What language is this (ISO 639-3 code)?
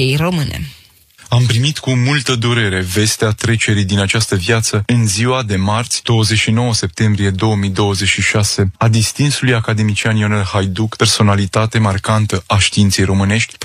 ron